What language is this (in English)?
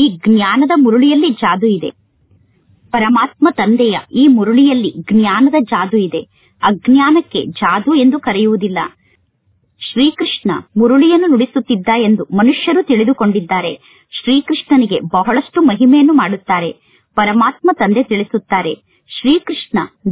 Kannada